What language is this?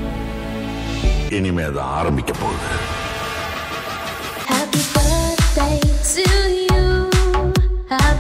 Tamil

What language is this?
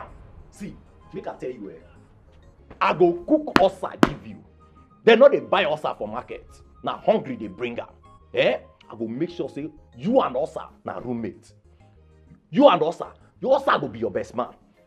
Nigerian Pidgin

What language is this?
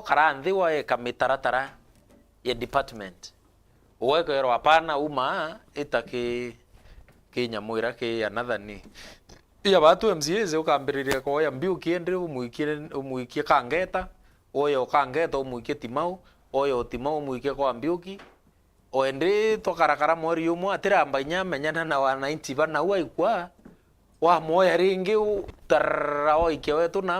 Meru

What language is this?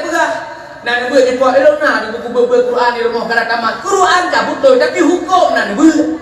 Achinese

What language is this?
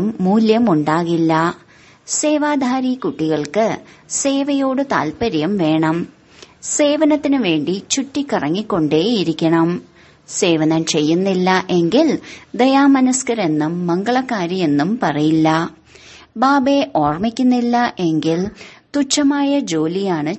Malayalam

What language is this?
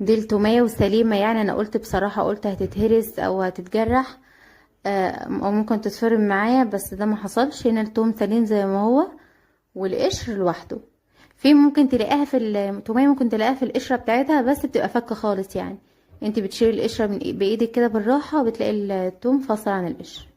Egyptian Arabic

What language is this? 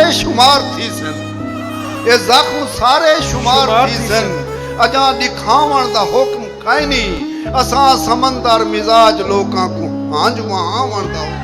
Saraiki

